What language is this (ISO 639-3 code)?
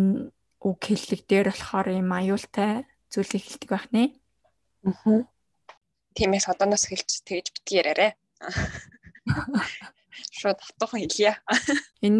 mon